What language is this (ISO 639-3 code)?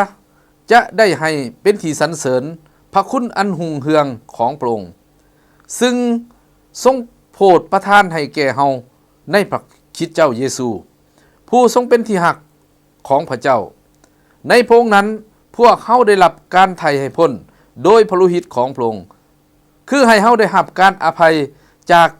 lao